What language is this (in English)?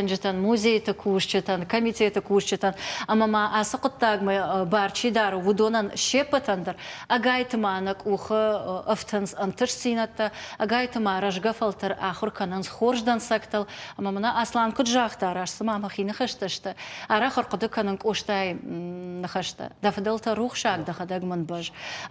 Ossetic